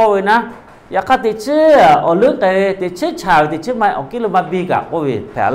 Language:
Lahu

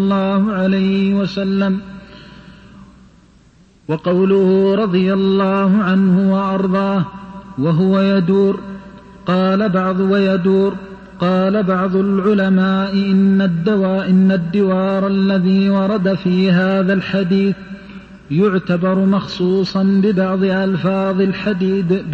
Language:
Arabic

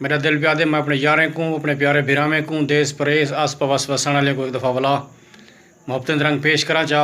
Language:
Saraiki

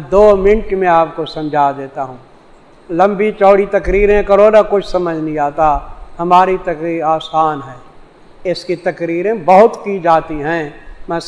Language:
Urdu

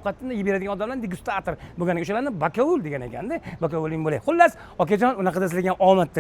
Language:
Uzbek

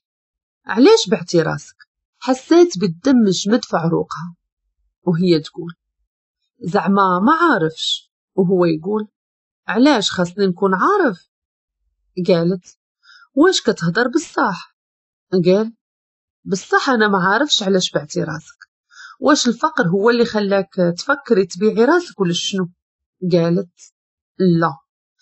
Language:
Moroccan Arabic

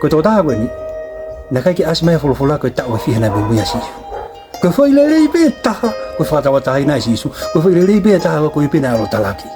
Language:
Tongan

